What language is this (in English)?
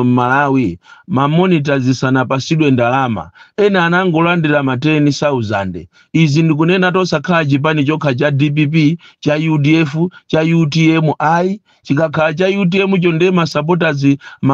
Nyanja